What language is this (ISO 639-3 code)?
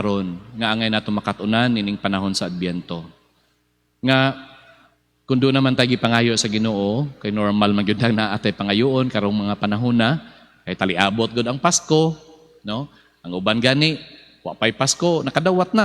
ceb